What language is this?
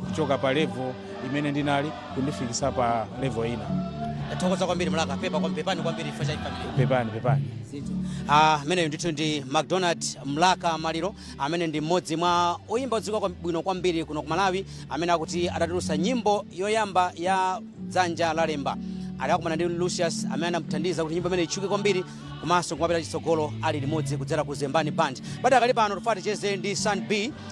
Nyanja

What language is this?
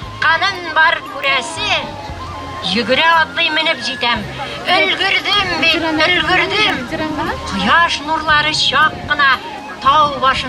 Bashkir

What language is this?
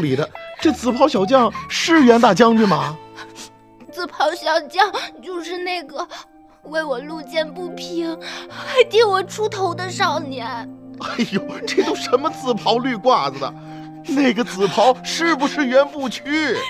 Chinese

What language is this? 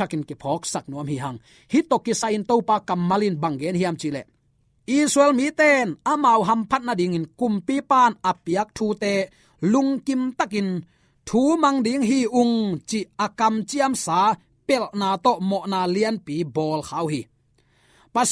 Tedim Chin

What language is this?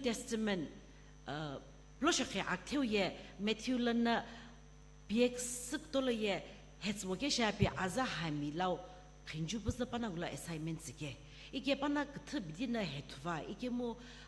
Sumi Naga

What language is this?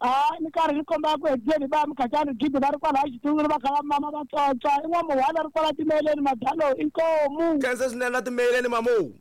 Tsonga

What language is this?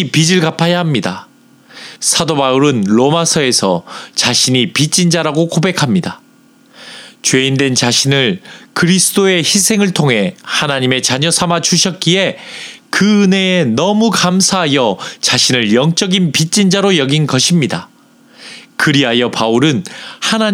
Korean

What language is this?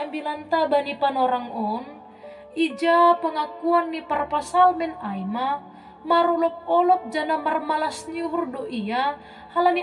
Batak Simalungun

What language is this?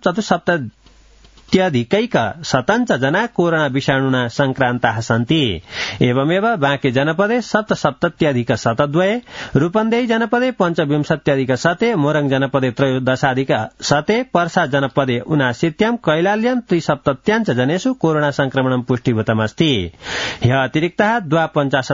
Sanskrit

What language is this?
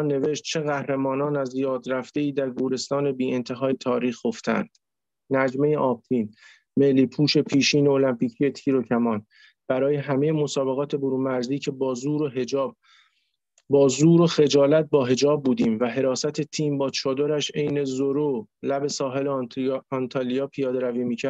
Persian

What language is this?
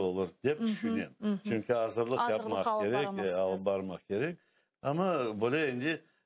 Crimean Tatar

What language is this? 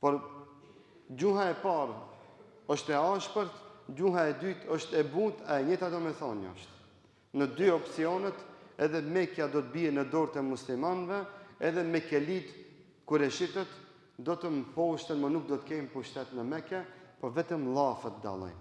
Albanian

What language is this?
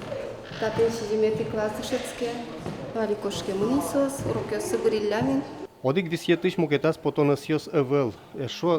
Udmurt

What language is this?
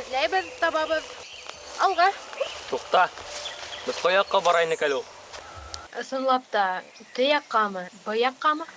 Bashkir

